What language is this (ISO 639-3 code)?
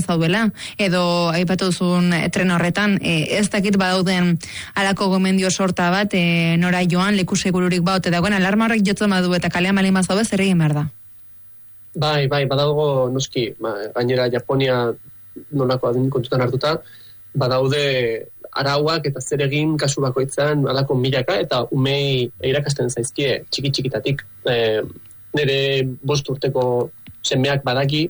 eus